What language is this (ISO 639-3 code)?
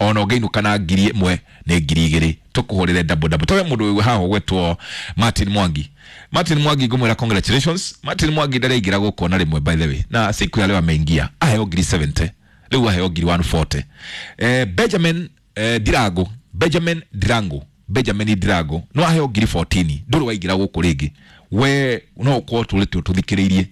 kik